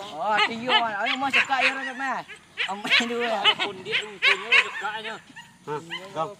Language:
Minangkabau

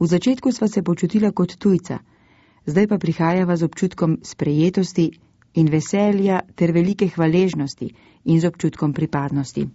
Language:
Slovenian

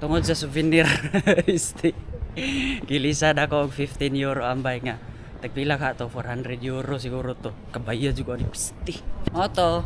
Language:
Cebuano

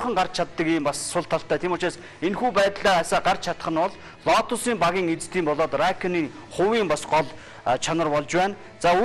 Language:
Mongolian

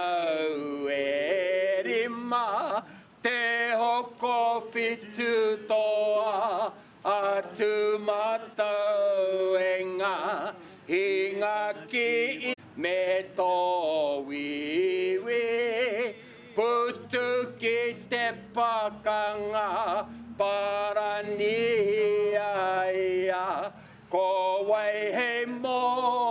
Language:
Māori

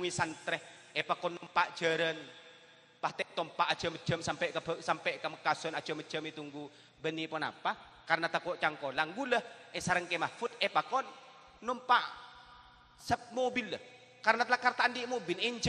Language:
Madurese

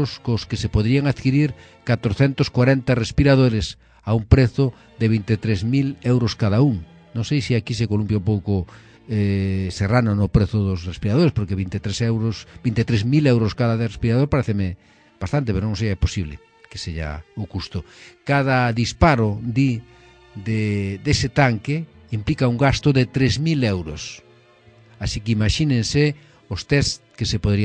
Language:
Galician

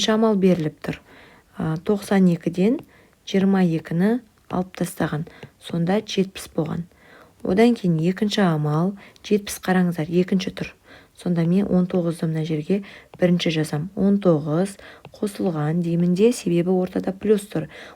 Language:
Kazakh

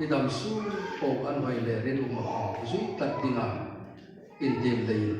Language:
Hmar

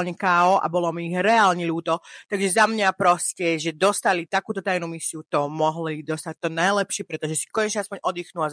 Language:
Slovak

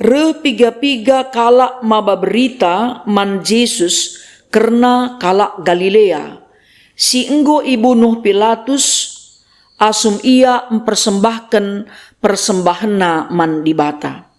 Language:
Batak Karo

